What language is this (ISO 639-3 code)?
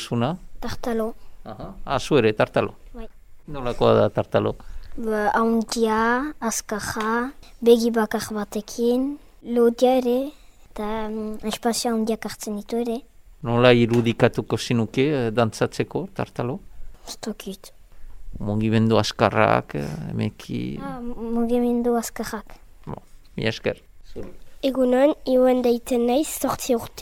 eus